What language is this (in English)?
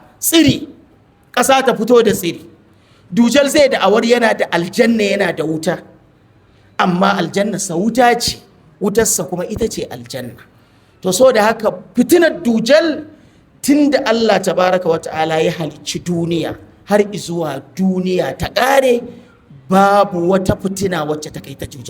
Hausa